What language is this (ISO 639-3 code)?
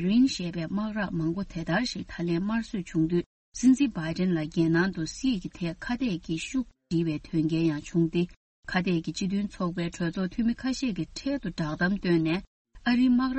bod